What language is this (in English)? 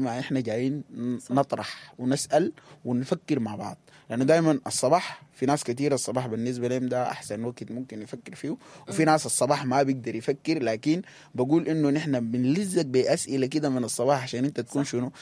Sudanese Arabic